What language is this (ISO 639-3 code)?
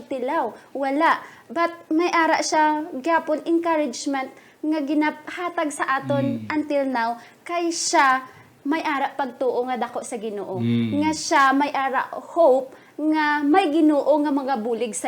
hil